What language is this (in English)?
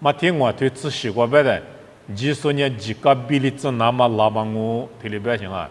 Lisu